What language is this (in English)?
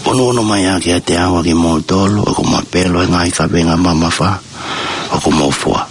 Tongan